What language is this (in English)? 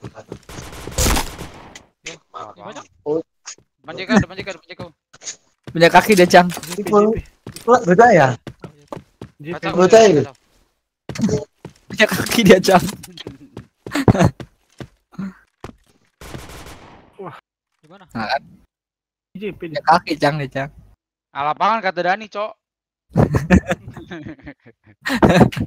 Indonesian